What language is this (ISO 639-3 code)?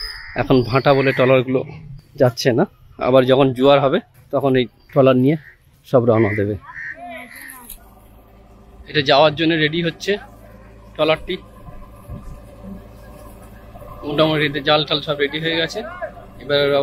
ben